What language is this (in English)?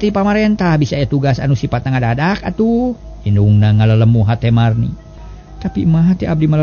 Sundanese